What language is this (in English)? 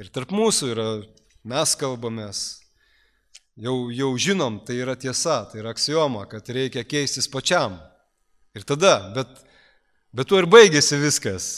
Lithuanian